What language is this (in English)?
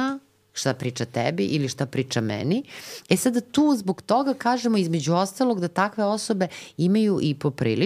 Serbian